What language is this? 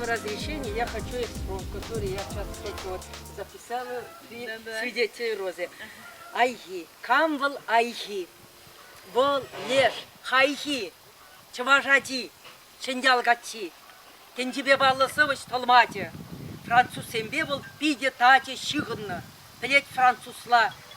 Chuvash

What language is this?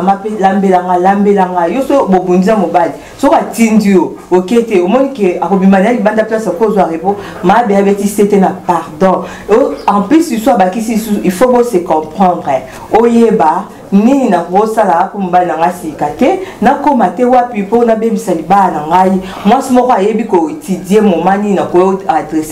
Lingala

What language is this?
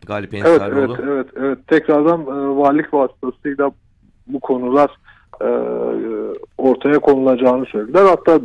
Turkish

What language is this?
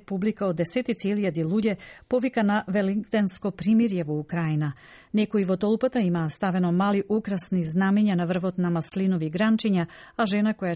Macedonian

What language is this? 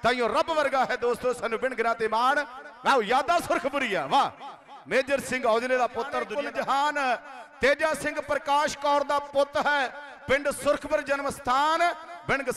Punjabi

